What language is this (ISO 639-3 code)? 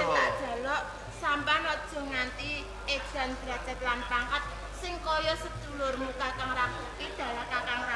jav